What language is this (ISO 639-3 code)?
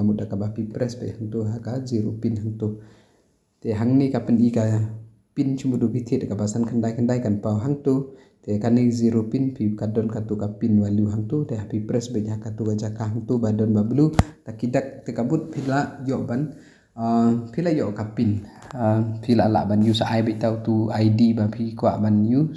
kha